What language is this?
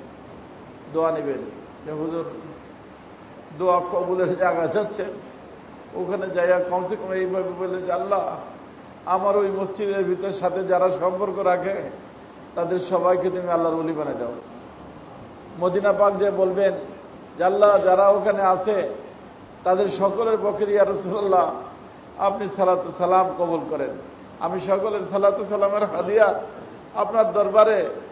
Bangla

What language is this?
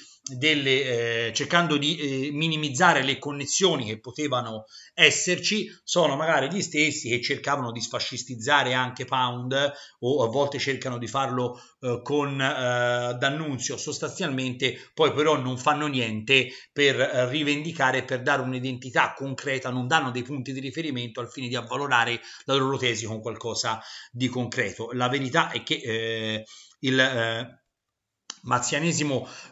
Italian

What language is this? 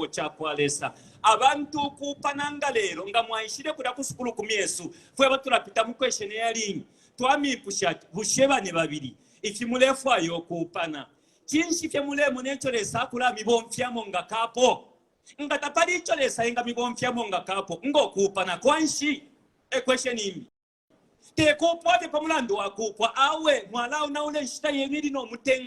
Bemba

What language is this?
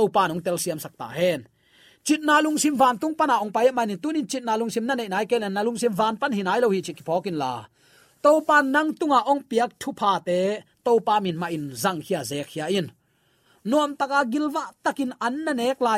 Tedim Chin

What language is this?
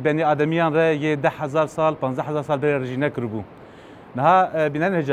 Kurdish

